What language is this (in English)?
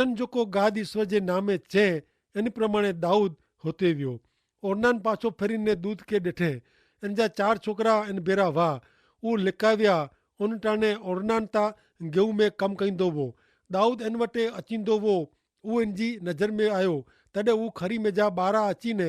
Kachhi